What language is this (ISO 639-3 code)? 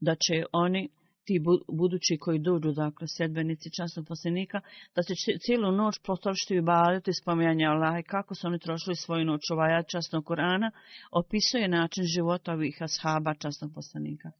bos